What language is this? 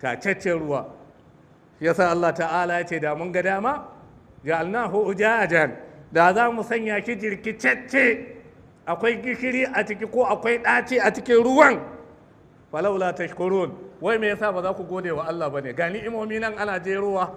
Hausa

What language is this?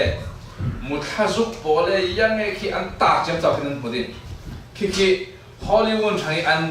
Falam Chin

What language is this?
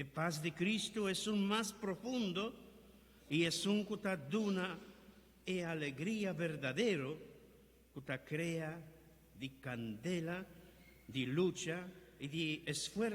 Papiamento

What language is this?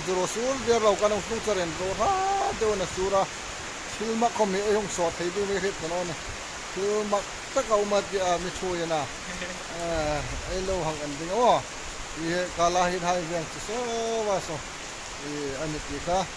Hmar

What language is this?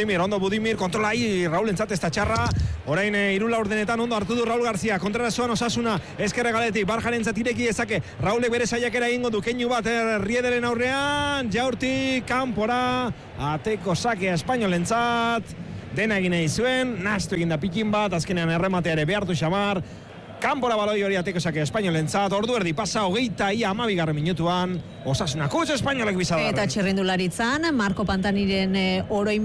Basque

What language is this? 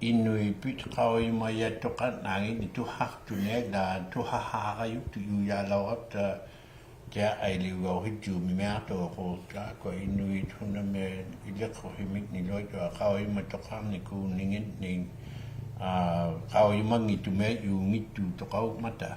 Inuktitut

